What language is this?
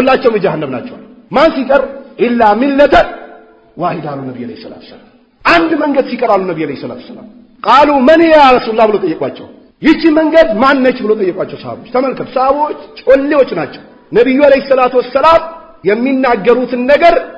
Amharic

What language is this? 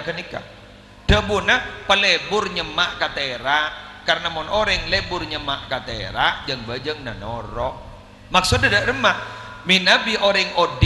Madurese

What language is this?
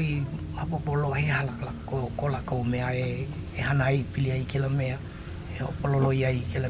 Hawaiian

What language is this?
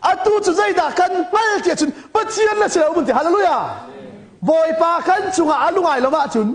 Hakha Chin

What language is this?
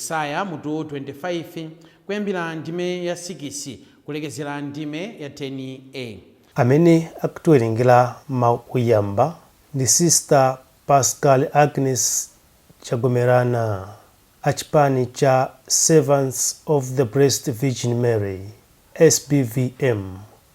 Nyanja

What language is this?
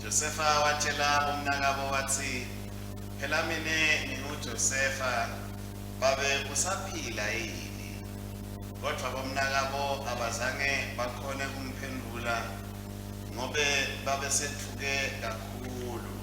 Swati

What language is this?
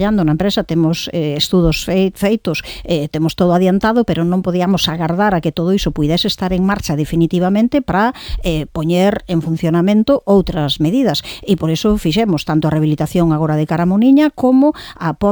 Galician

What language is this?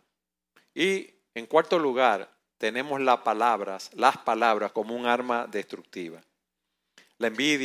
Spanish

